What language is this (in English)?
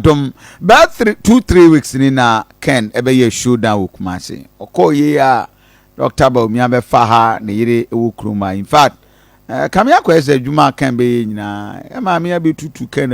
Akan